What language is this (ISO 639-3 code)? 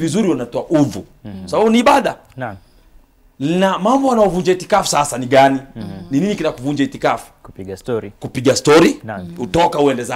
swa